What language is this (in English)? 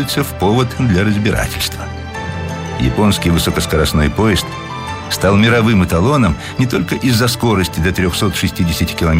Russian